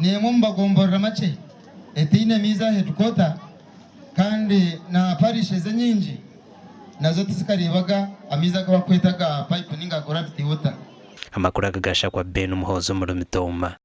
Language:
Nyankole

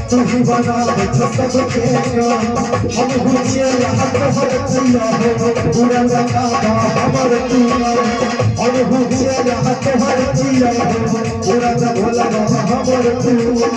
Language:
Maithili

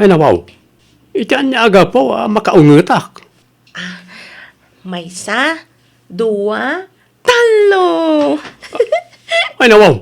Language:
Iloko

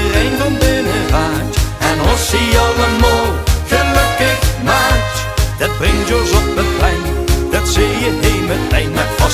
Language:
Limburgish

